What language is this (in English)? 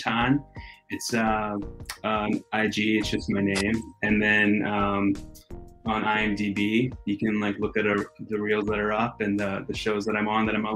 English